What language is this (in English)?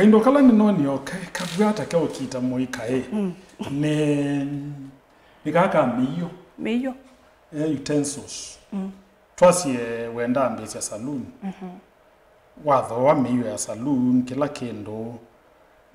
Kamba